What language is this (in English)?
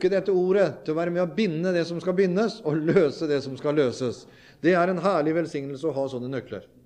Norwegian